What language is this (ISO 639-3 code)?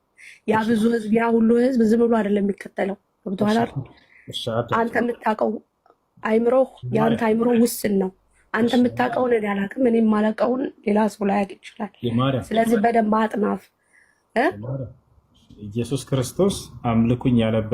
amh